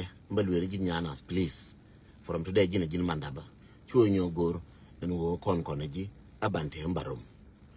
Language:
Nuer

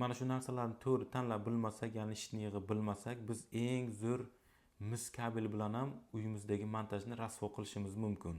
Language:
Uzbek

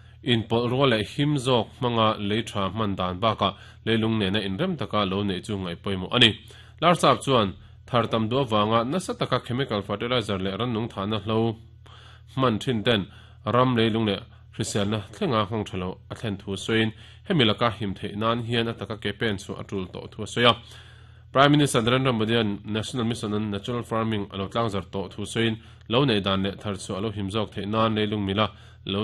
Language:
Mizo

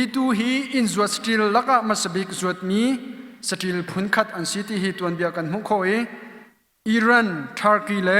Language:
Hakha Chin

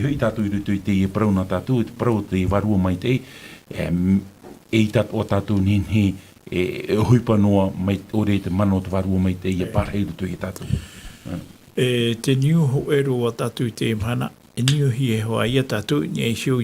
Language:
Tahitian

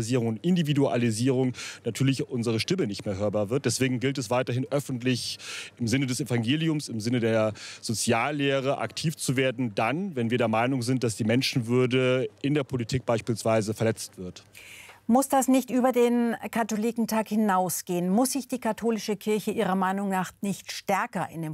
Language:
German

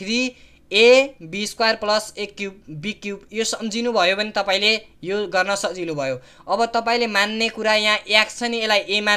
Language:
Nepali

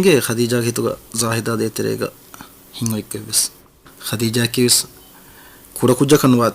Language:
Divehi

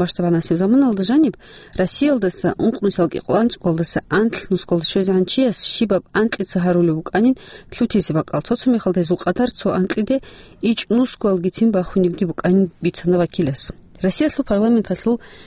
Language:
Avaric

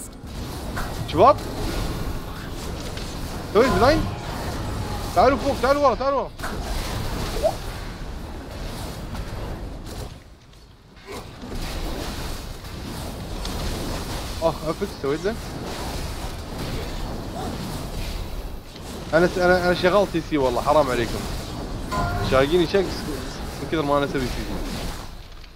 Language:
Gulf Arabic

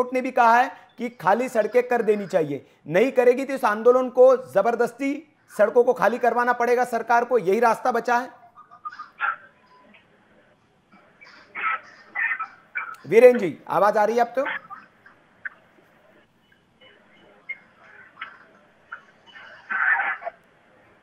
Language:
Hindi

